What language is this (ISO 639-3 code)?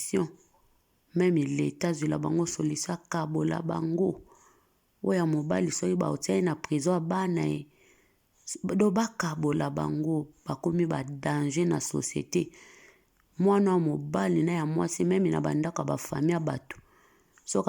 lin